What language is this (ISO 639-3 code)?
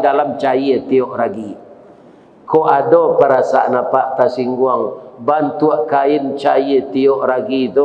min